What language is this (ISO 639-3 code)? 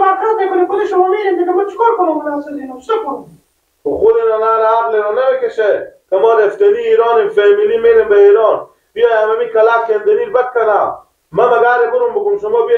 fas